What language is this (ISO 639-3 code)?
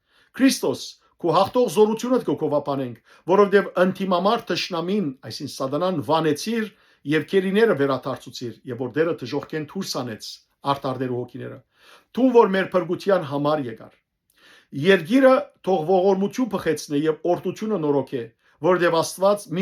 hyw